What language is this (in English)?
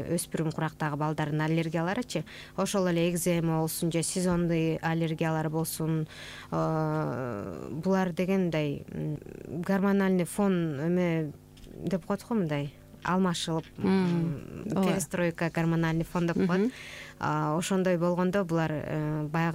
Kyrgyz